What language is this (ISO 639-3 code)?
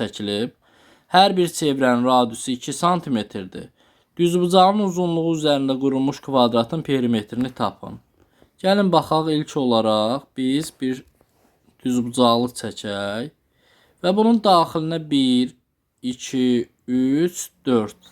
aze